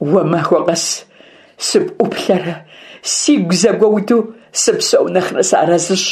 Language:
Kabardian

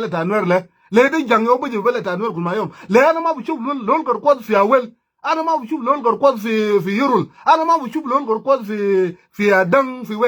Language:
Nuer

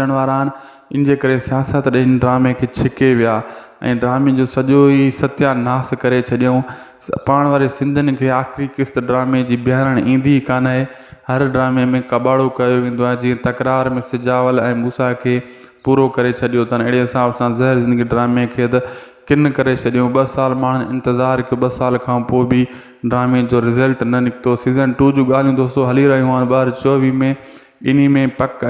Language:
Sindhi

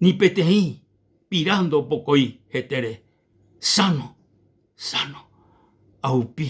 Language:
Guarani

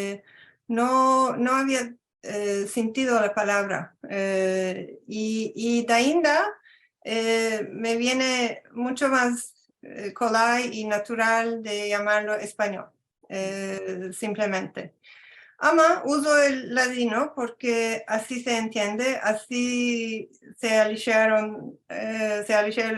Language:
Ladino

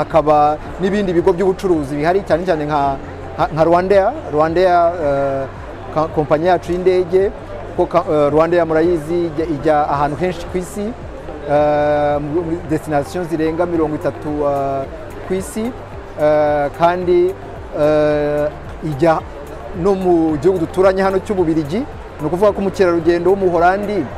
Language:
Kinyarwanda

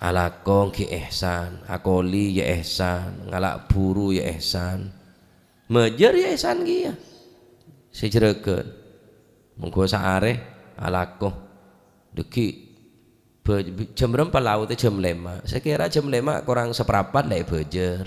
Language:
Madurese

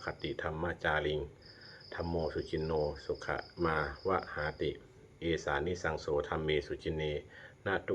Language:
Pali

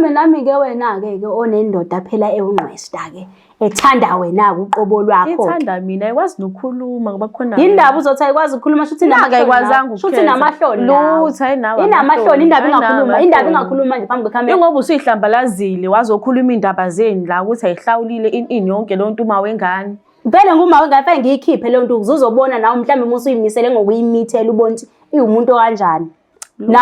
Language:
Zulu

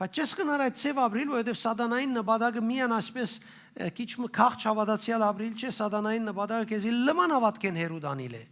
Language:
Western Armenian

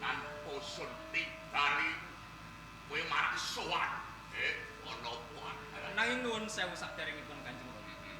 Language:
Javanese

